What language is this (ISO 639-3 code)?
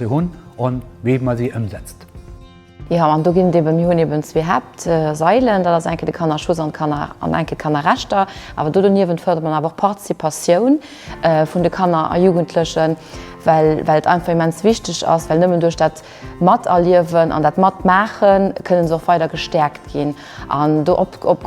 ltz